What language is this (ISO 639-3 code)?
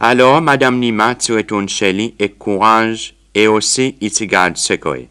crs